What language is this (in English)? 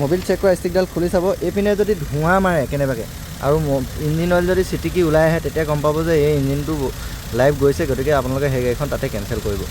Assamese